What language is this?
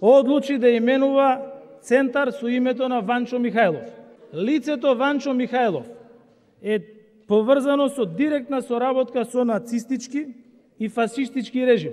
Macedonian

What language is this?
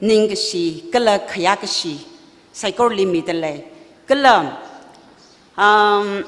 Tangkhul Naga (India)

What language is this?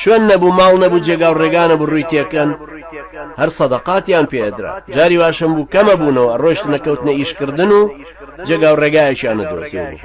Central Kurdish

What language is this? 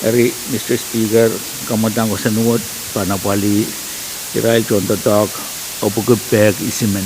Pohnpeian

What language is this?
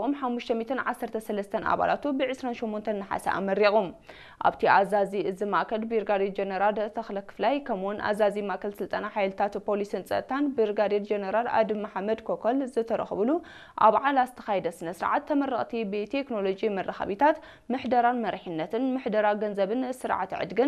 Tigrinya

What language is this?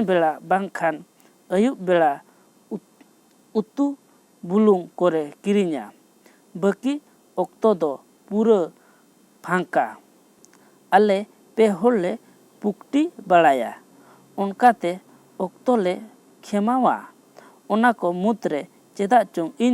Santali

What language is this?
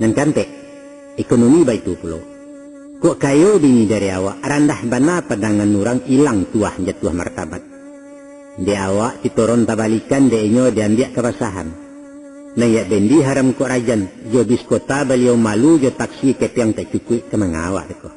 Minangkabau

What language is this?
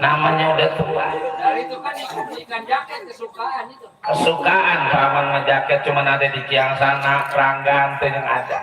Betawi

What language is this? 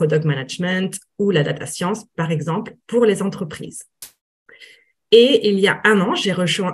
French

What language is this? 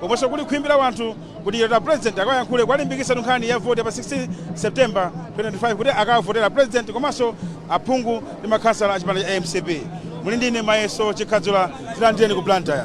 Nyanja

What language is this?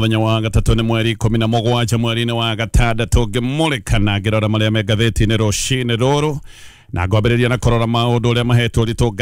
Kikuyu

